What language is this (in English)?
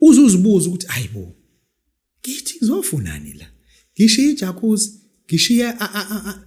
Zulu